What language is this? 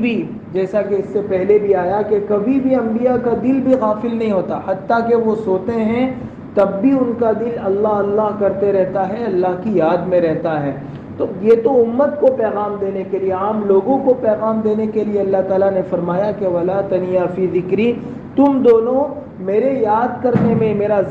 Urdu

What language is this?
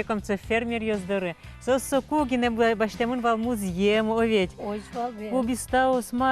Udmurt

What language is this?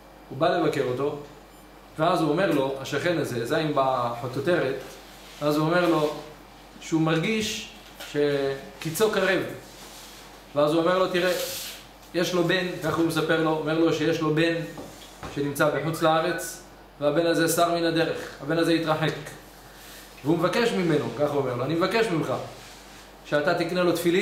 Hebrew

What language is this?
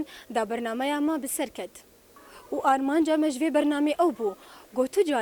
Kurdish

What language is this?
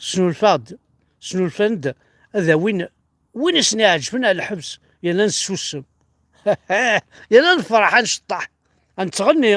Kabyle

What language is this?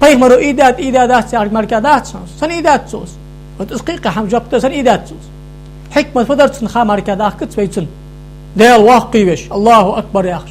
Ingush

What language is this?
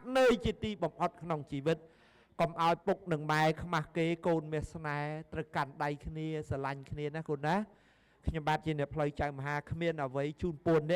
Khmer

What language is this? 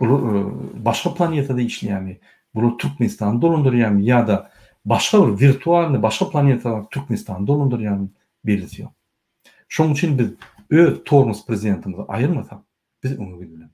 Turkmen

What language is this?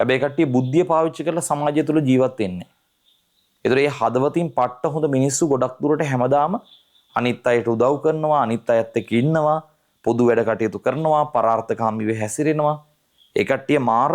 Sinhala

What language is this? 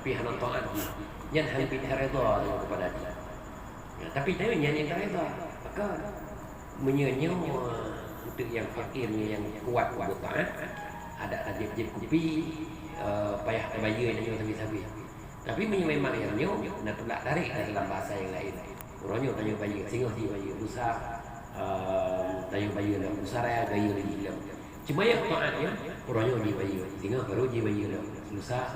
Achinese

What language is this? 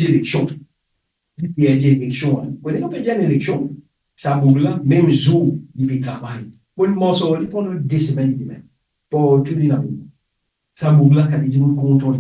Morisyen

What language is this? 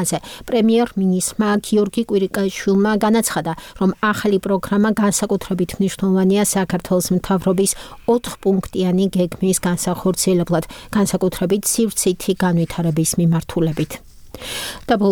Georgian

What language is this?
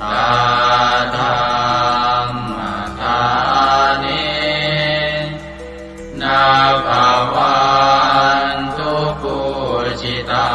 Pali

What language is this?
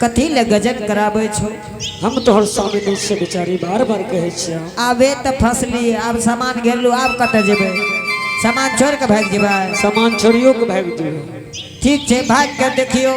Angika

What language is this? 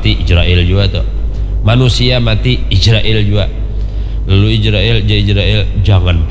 Banjar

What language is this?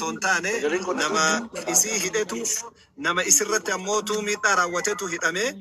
Oromo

